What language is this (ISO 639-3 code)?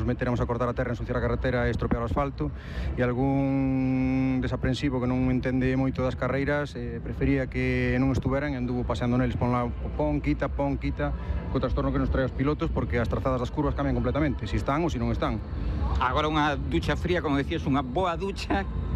glg